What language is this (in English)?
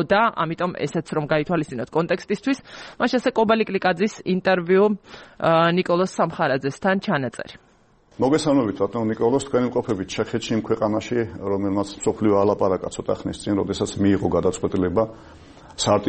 Georgian